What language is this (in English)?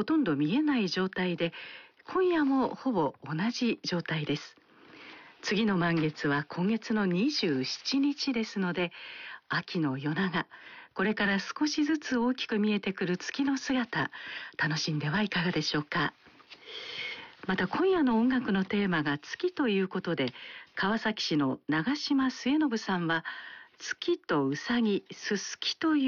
Japanese